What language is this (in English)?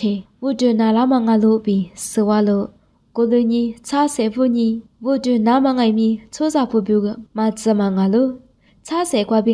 Lisu